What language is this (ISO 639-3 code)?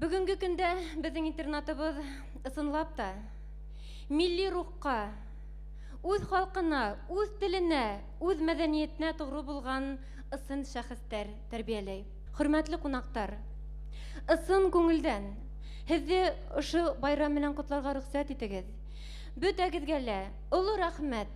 bak